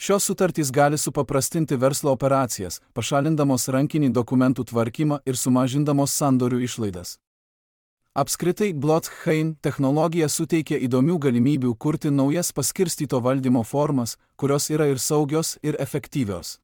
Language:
Lithuanian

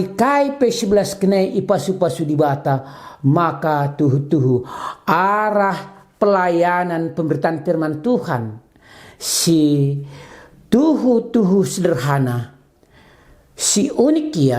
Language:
Batak Karo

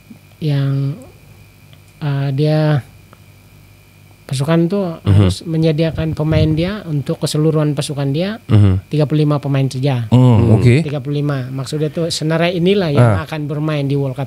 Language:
Malay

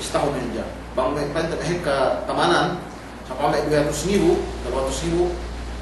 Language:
Yakan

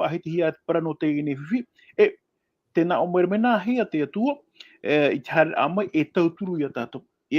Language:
Tahitian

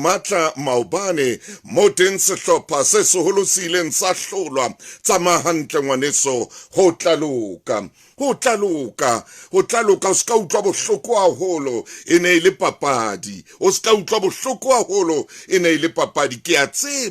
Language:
Southern Sotho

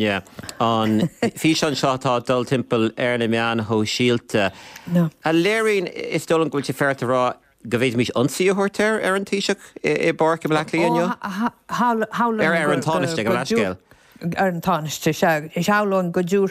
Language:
Irish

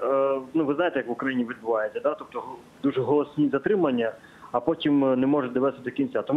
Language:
Ukrainian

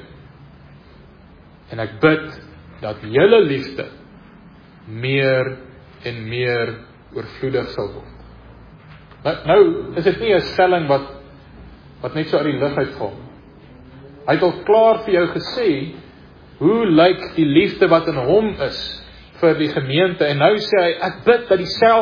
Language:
Afrikaans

